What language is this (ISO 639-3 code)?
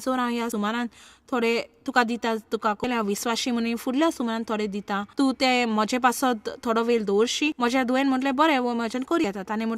kok